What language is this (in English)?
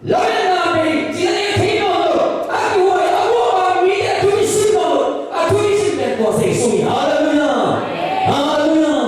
Tedim Chin